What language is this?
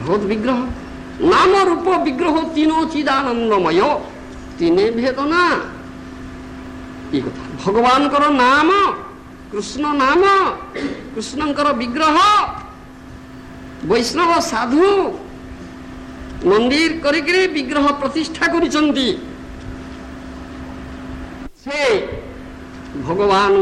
Odia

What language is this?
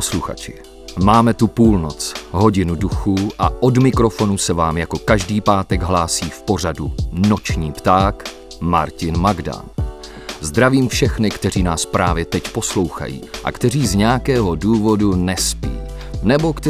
Czech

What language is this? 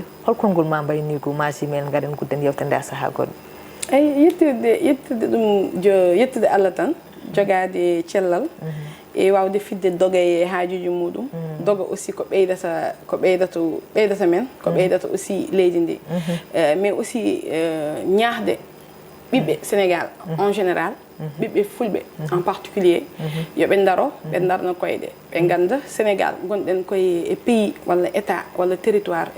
Fula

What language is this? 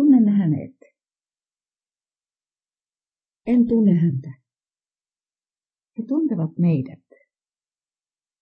Finnish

